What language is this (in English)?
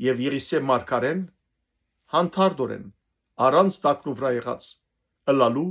Western Armenian